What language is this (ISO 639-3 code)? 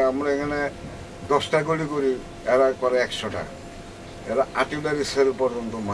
ben